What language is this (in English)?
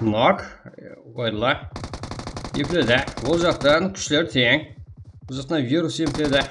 Kara-Kalpak